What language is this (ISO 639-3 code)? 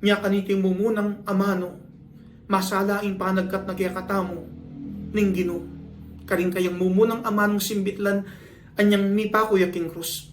pam